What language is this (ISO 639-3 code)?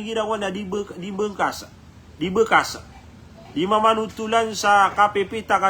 mrw